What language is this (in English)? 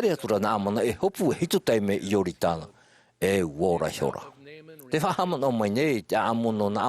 Tahitian